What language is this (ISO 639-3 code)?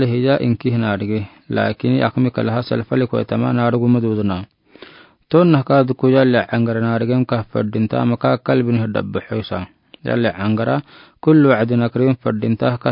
aar